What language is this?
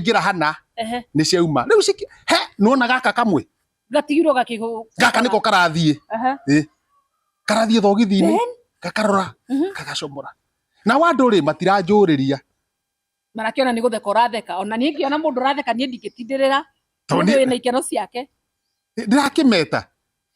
Kikuyu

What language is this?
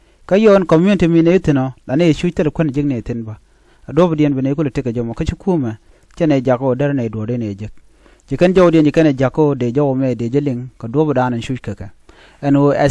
Nuer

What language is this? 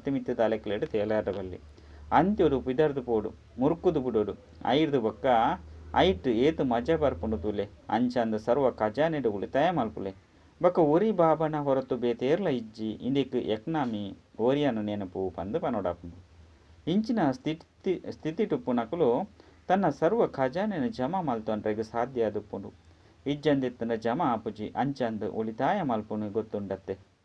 Tulu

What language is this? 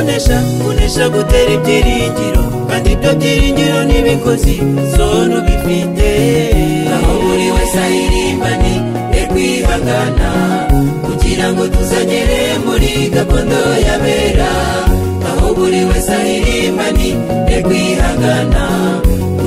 Kinyarwanda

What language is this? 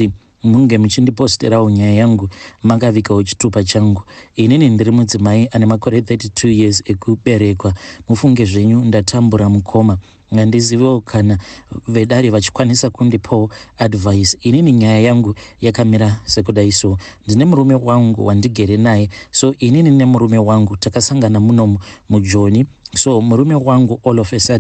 Shona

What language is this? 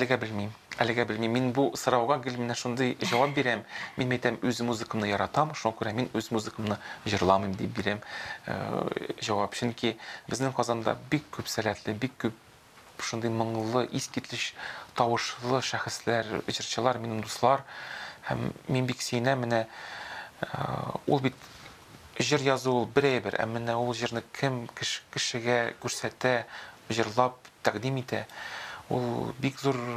Tatar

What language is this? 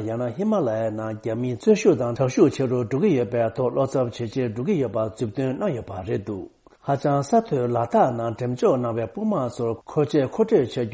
Tibetan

